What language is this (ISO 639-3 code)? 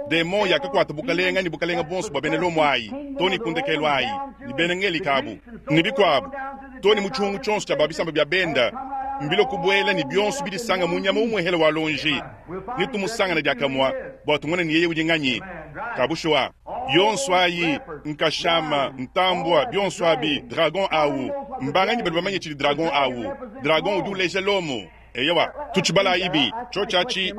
lua